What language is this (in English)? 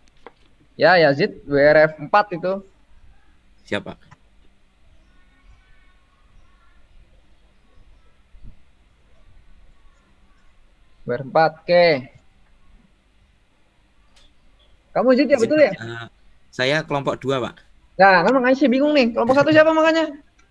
Indonesian